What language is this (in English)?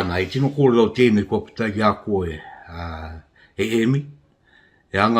Māori